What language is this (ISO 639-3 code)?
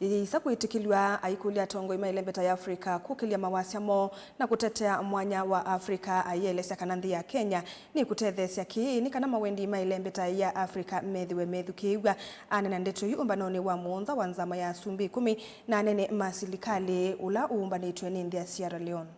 kam